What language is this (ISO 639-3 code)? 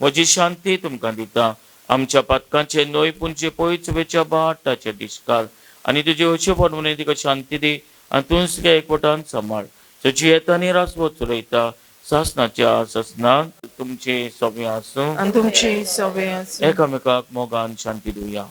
kok